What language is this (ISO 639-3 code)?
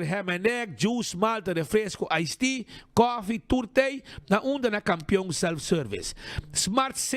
pap